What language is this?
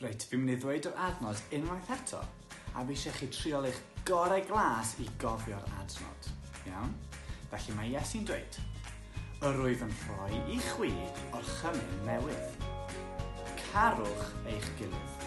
Welsh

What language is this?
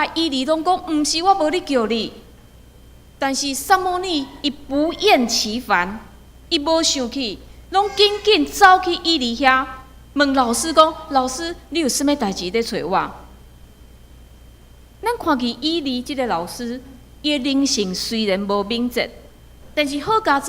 Min Nan Chinese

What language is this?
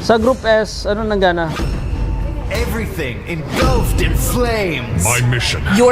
Bikol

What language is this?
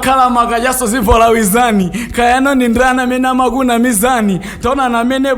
Nyanja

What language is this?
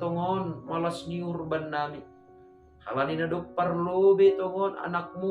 Batak Simalungun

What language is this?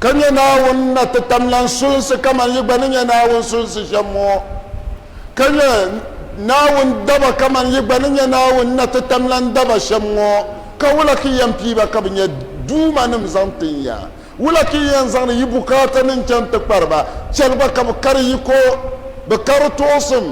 Dagbani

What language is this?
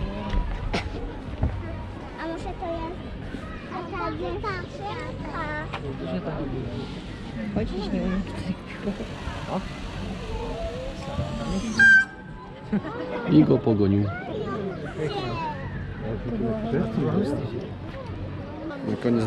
Polish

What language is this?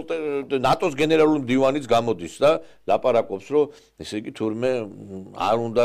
Georgian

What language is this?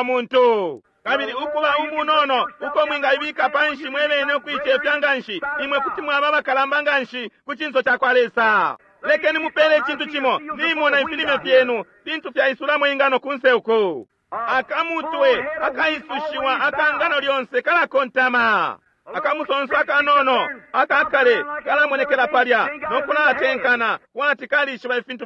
Bemba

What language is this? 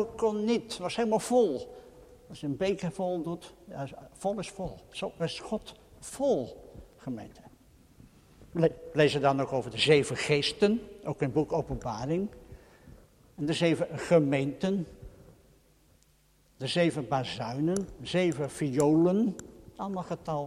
Dutch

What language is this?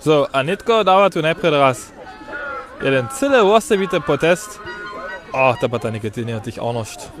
Upper Sorbian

